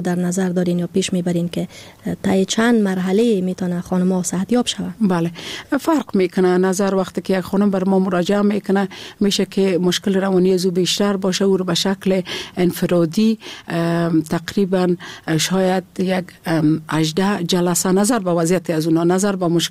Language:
Persian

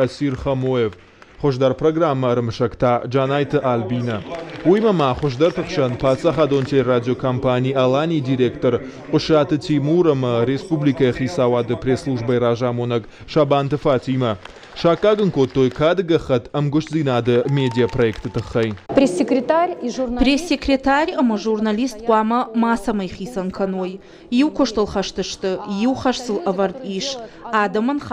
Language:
Ossetic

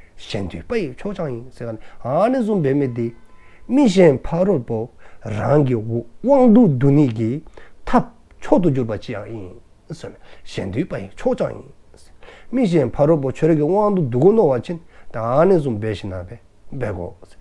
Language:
Dzongkha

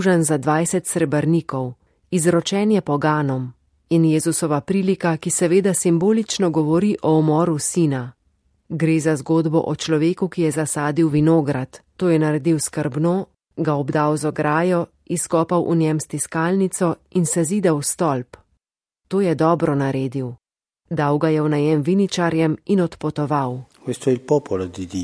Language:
Slovenian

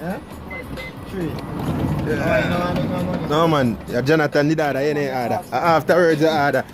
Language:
Jamaican Creole English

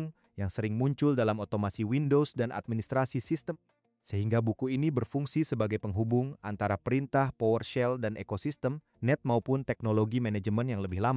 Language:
Indonesian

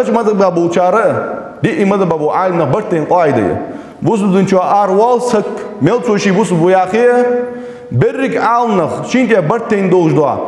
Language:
Ingush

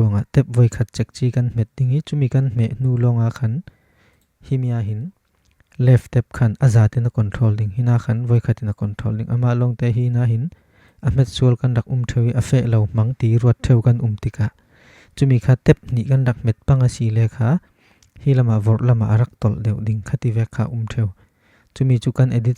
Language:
Falam Chin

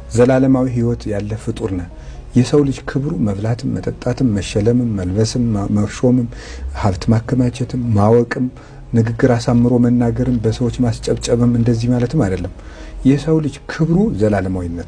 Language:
Amharic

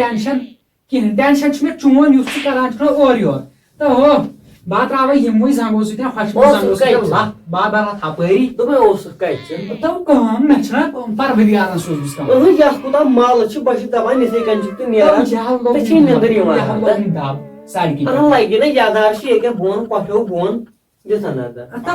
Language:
Kashmiri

